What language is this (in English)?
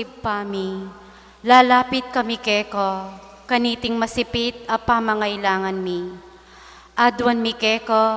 Pampanga